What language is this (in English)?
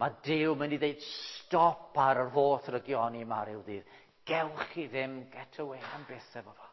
Welsh